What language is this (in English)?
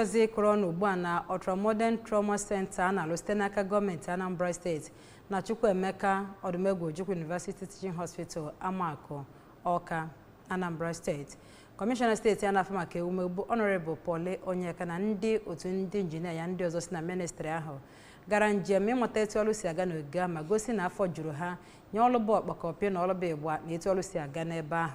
Igbo